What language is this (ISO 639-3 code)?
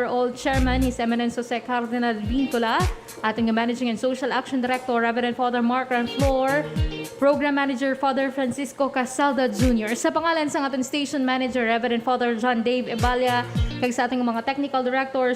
hil